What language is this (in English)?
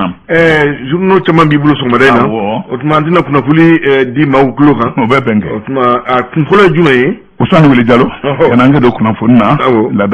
Bambara